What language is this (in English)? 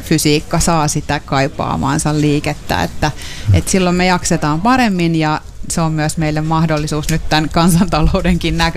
Finnish